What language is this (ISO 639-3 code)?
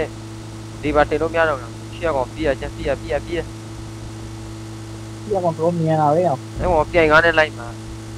mya